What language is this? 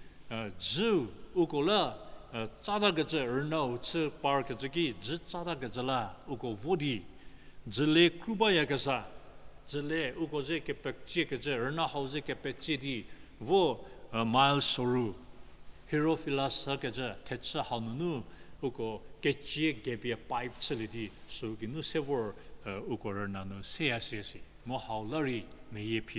Angami Naga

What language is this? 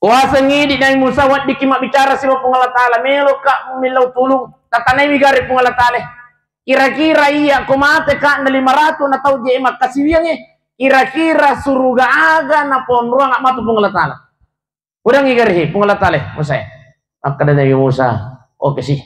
Buginese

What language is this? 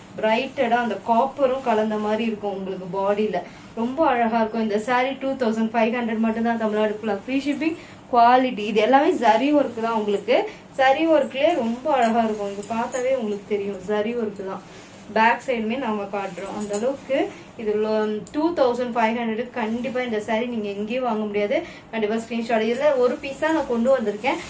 Tamil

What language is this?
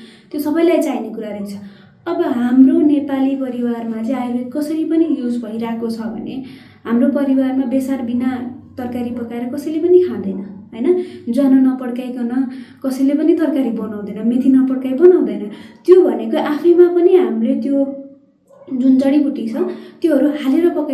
Nepali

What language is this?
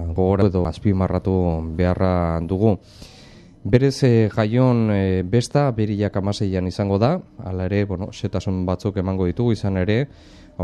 Basque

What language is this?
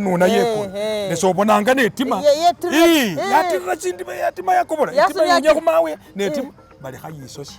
Masaaba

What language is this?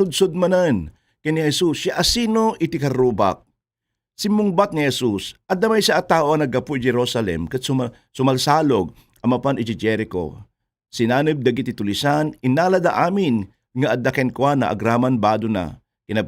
Iloko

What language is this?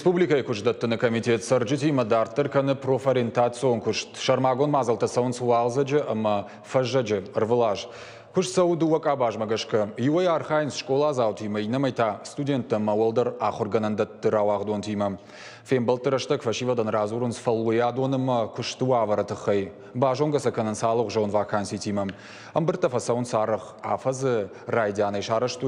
Ossetic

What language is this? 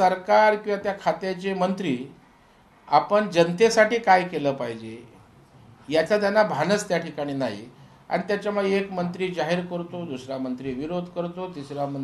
Marathi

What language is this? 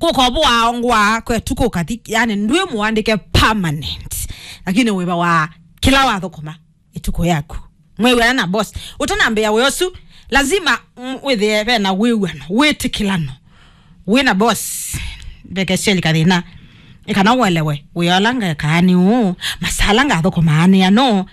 Kamba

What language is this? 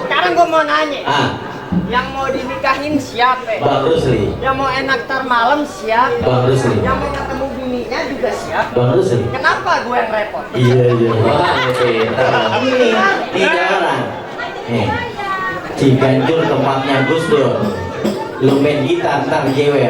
Betawi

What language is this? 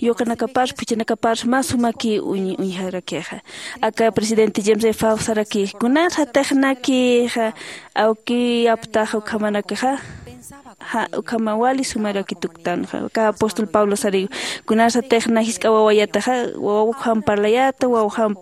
Aymara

